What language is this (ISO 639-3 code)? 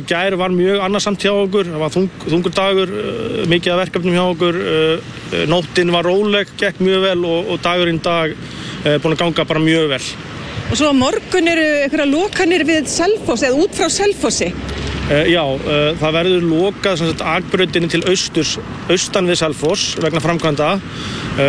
isl